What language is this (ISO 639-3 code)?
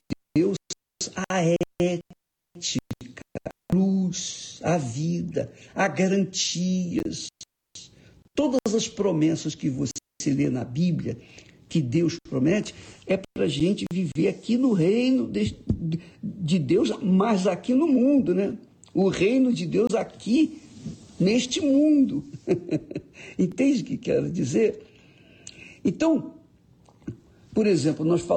por